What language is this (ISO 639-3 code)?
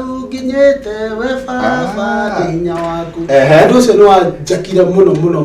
kik